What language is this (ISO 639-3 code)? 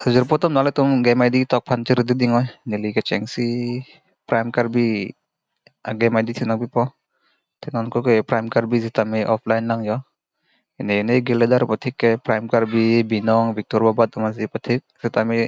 mjw